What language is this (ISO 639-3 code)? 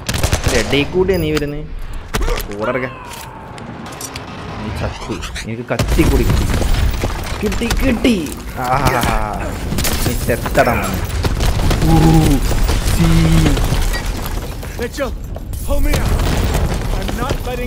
mal